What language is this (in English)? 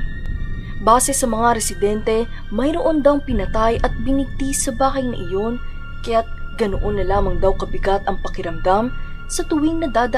Filipino